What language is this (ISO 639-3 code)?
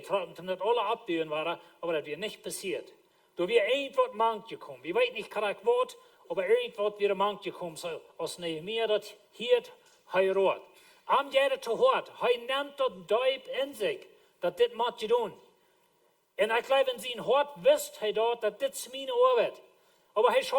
pdt